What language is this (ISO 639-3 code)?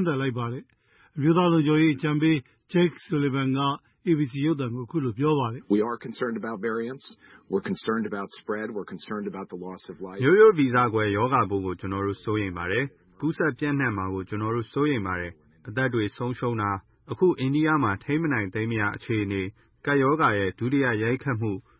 mya